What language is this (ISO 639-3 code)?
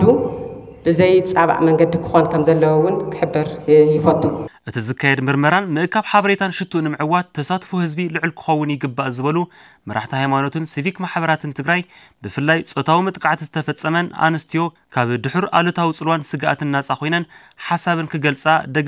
tir